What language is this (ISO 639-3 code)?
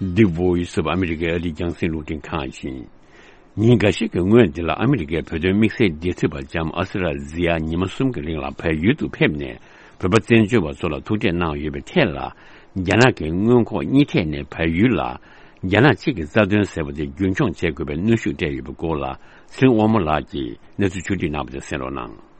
bod